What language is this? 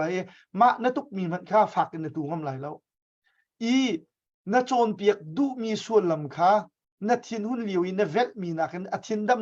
Hakha Chin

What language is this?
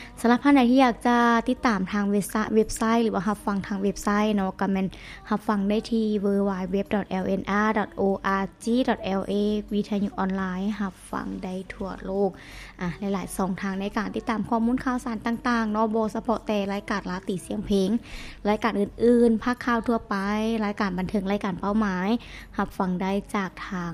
Lao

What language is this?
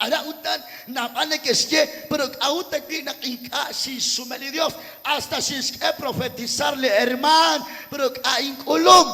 Kekchí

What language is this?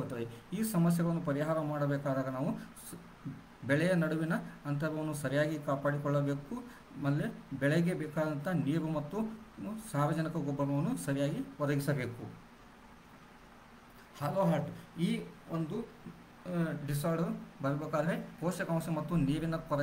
Kannada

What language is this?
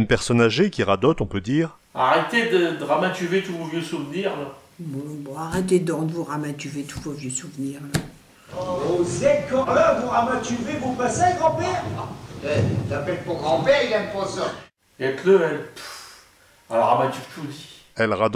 Picard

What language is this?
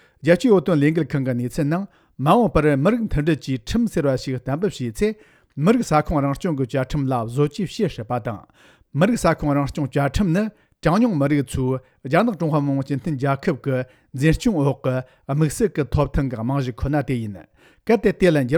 Tibetan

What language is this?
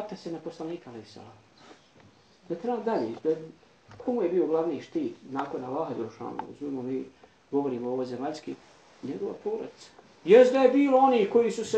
Bosnian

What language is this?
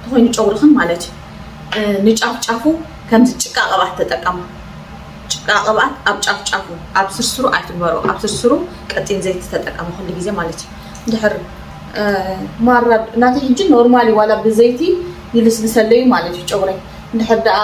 Tigrinya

